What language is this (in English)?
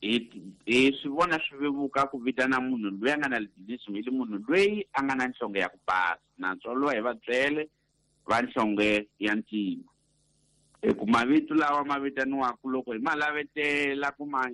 Tsonga